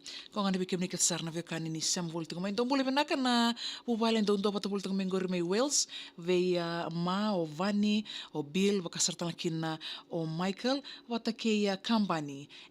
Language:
Fijian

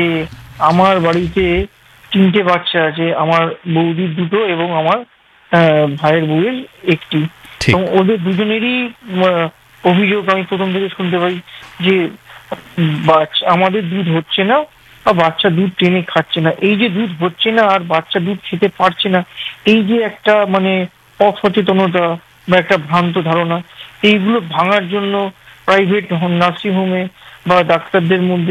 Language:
Bangla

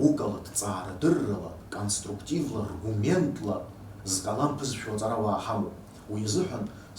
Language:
Abkhazian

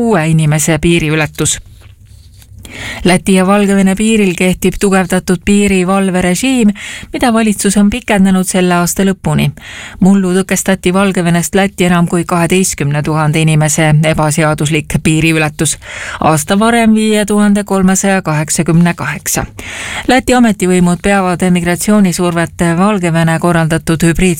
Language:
Estonian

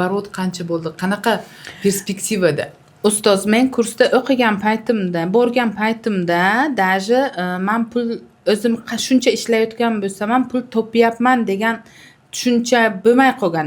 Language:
Uzbek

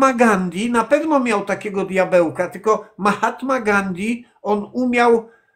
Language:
Polish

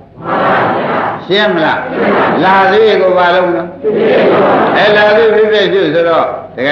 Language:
Burmese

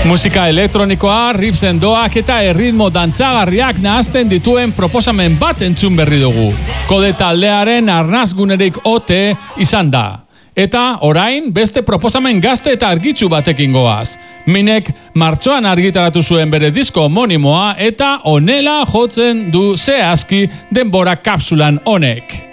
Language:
Basque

